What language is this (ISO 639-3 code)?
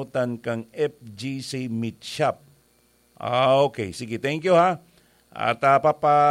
bik